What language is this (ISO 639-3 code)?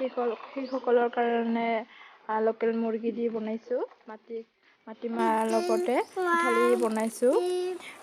asm